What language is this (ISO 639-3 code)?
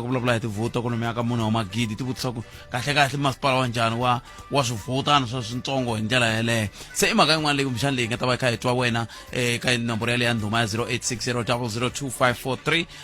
tso